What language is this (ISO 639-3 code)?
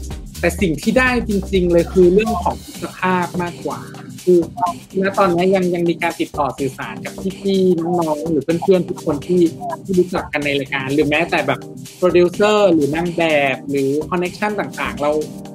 tha